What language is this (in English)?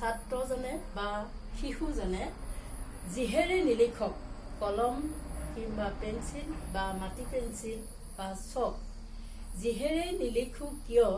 Assamese